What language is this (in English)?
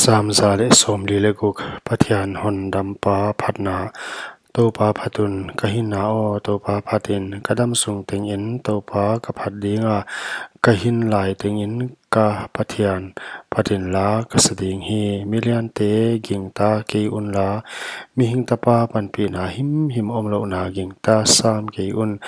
Paite Chin